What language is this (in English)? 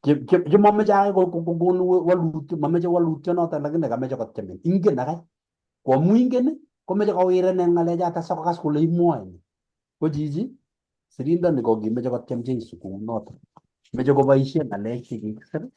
Kalenjin